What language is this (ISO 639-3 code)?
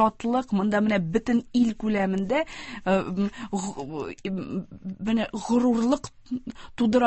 tat